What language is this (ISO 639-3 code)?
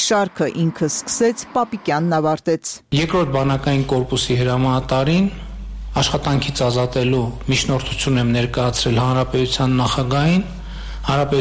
hye